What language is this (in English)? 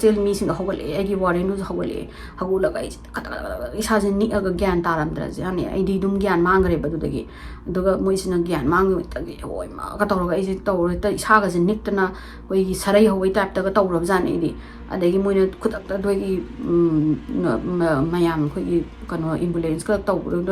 Manipuri